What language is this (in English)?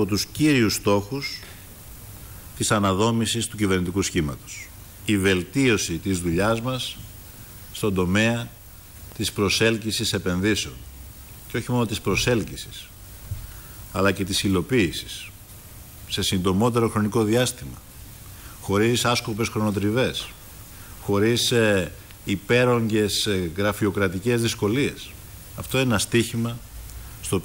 Greek